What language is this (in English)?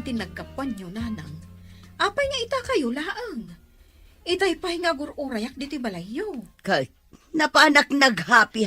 Iloko